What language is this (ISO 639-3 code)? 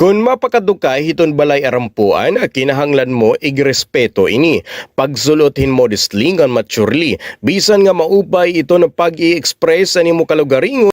war